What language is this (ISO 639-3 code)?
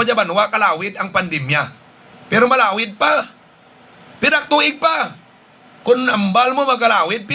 hil